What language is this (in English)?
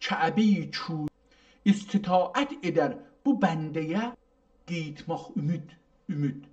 South Azerbaijani